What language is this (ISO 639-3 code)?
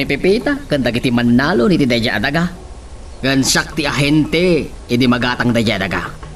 ilo